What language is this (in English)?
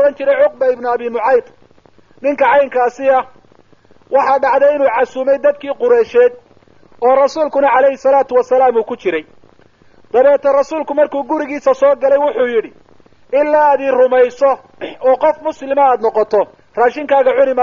Somali